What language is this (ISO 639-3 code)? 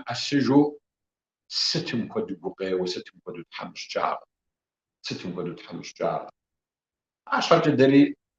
kbd